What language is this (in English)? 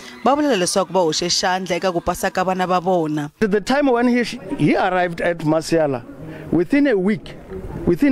Tsonga